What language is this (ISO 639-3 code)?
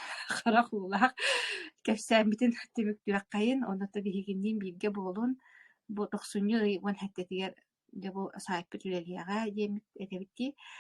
sah